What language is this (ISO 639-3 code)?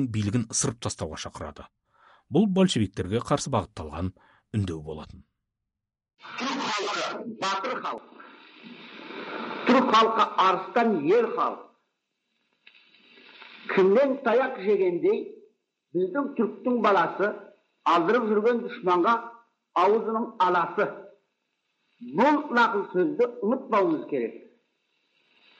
kaz